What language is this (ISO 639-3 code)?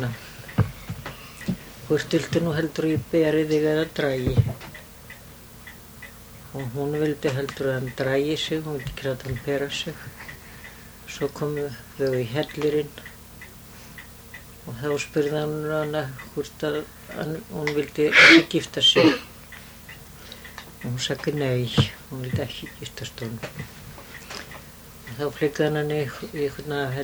isl